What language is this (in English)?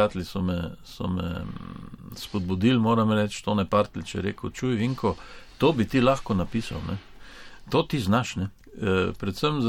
Slovenian